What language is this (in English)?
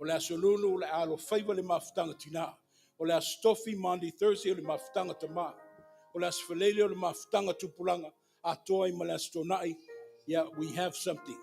Samoan